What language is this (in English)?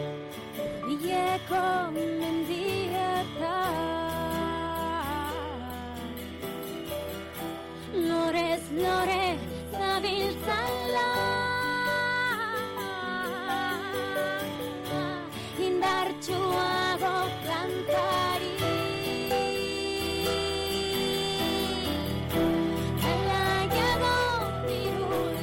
Basque